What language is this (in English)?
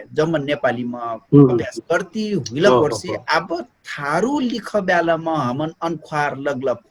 Dangaura Tharu